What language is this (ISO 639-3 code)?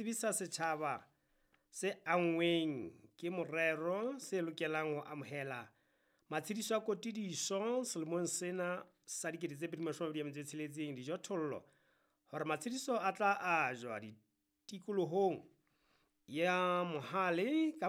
sot